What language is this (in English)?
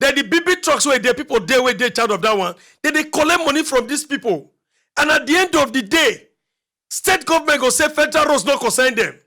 Nigerian Pidgin